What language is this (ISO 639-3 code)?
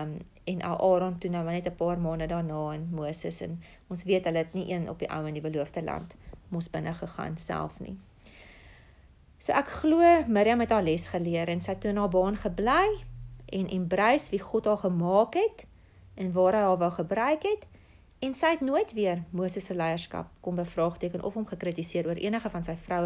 afr